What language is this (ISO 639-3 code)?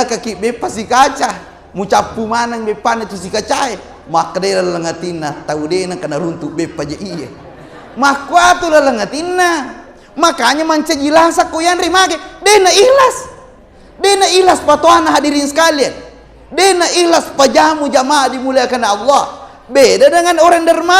bug